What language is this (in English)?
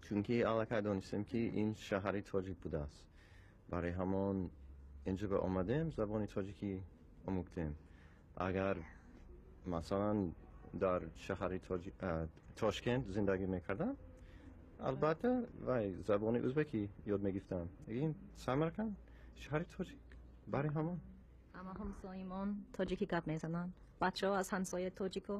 Tajik